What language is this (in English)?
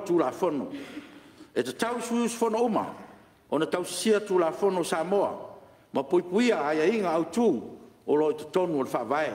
Samoan